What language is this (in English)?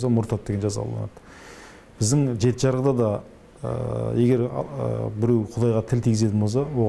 Kazakh